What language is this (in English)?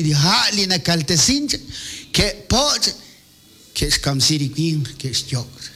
Kekchí